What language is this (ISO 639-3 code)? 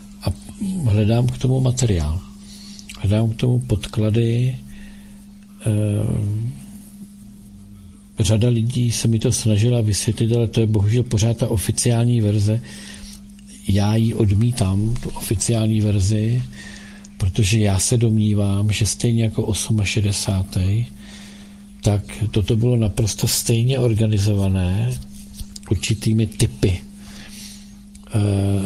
ces